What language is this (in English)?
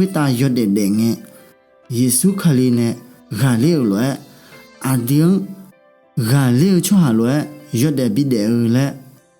Akha